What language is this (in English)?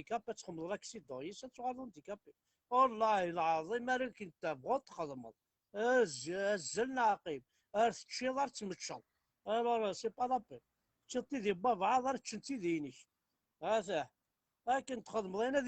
Kabyle